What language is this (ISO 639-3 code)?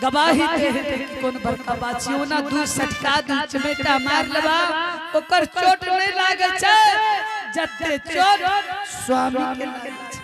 anp